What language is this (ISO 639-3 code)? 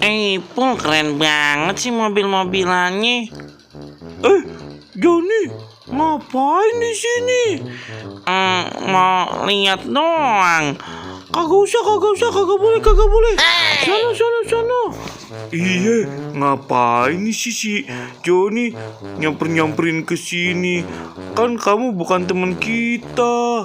bew